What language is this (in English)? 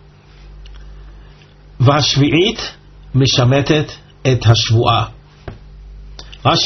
Hebrew